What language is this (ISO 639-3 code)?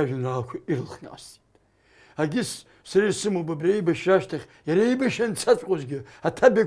abk